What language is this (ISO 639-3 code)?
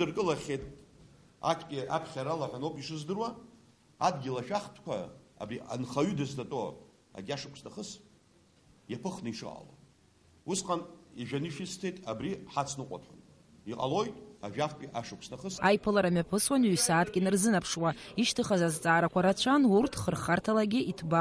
abk